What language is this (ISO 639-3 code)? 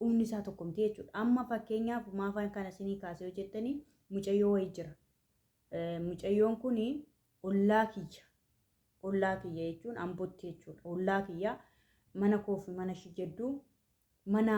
orm